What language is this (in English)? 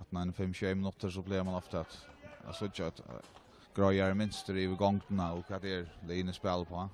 Faroese